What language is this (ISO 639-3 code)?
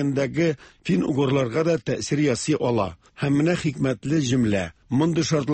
tat